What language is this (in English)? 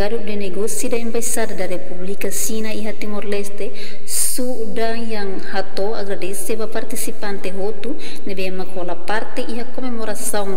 Tetum